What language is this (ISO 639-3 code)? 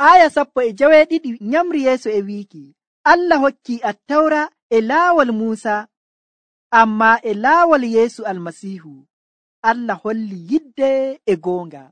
fuv